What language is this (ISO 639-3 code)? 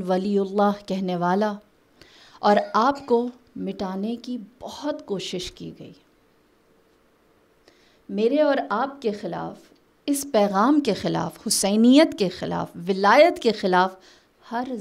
urd